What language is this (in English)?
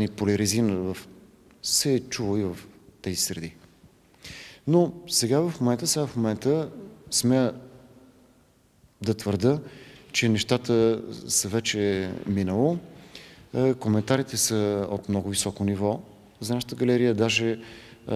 Bulgarian